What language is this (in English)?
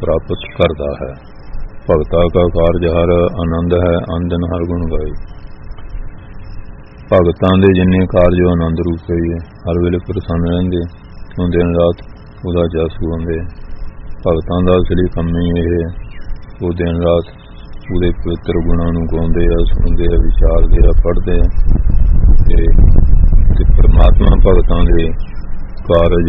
Punjabi